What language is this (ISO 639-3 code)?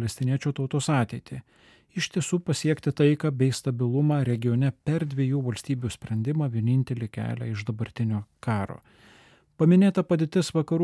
lit